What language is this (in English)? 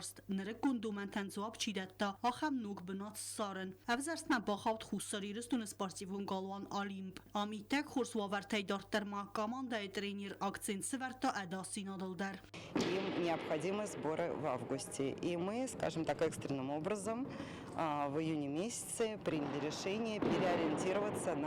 Ossetic